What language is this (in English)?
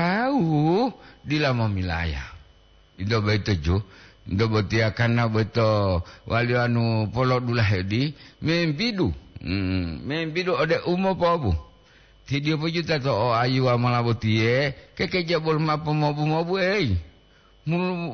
Gorontalo